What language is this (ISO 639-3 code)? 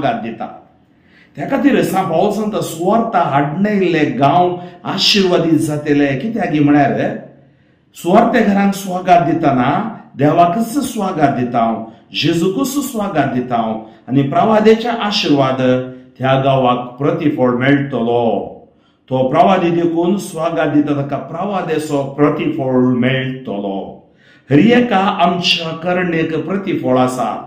kok